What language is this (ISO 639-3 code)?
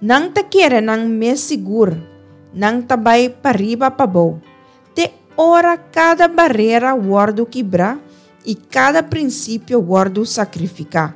pap